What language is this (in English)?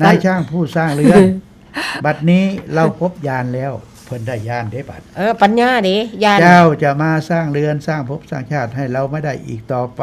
Northeastern Thai